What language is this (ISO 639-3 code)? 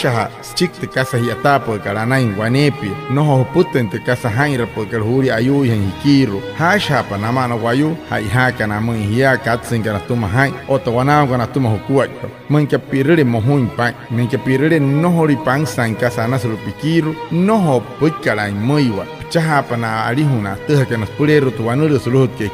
guc